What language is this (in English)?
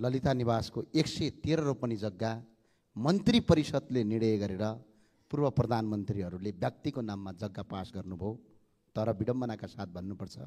Nepali